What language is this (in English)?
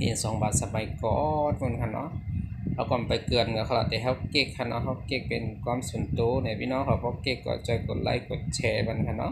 Shan